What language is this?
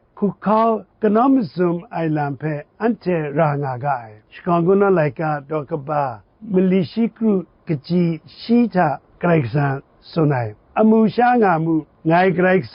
Kachin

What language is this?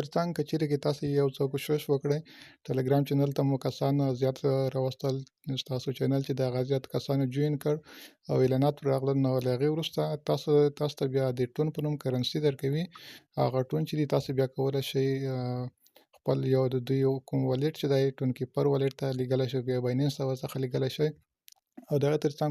Pashto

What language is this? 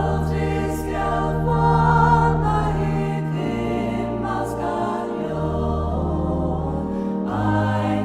Faroese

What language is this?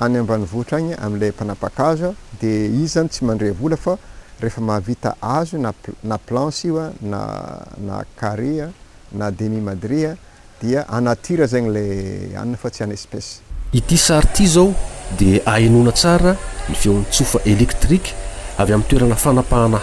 Malagasy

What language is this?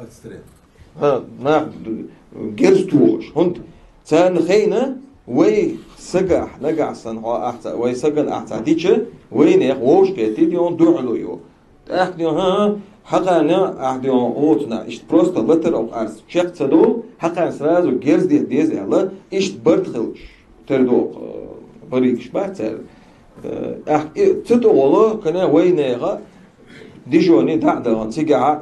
Chechen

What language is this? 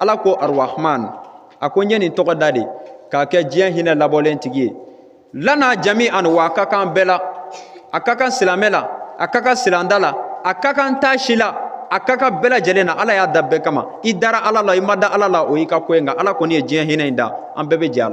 Bambara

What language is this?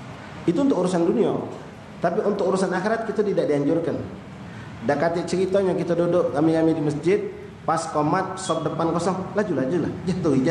Musi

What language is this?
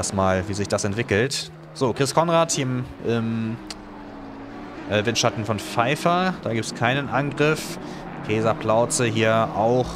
German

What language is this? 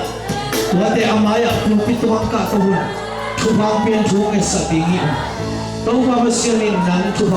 Tedim Chin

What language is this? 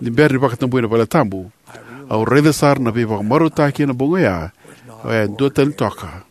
Fijian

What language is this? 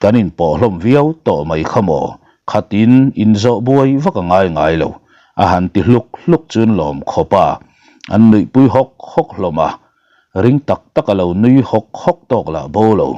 Mizo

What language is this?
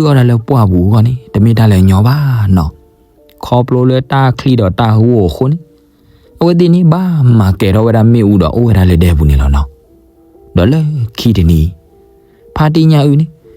S'gaw Karen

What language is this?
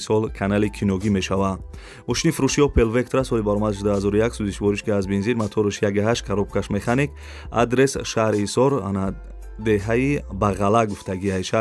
Tajik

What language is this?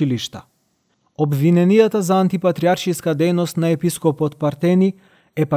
Macedonian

